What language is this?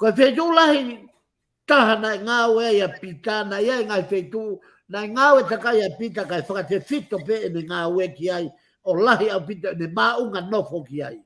Tongan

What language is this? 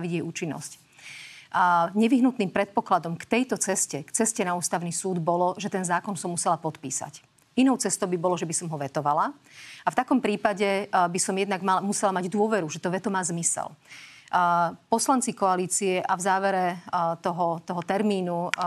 Slovak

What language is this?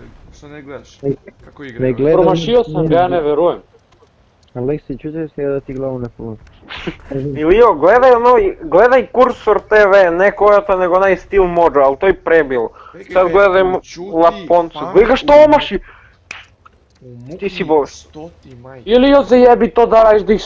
Serbian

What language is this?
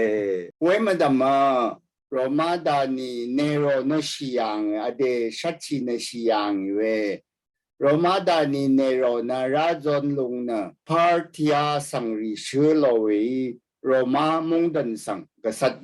Rawang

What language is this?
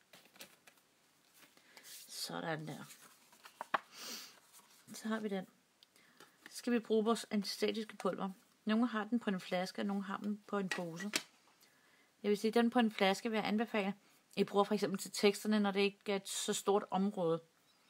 Danish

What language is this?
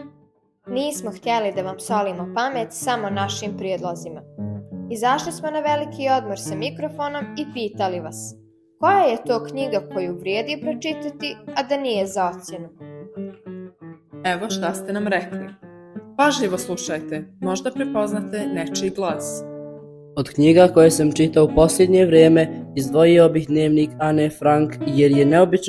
Bosnian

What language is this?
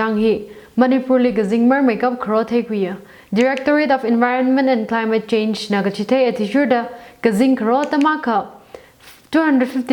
Tangkhul Naga (India)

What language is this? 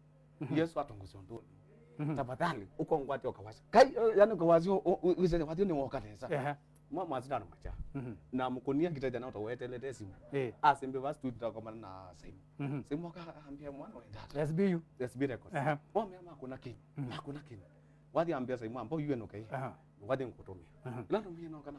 Kamba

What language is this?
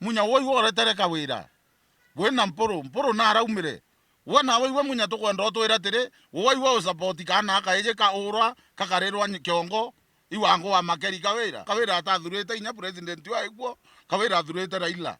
Meru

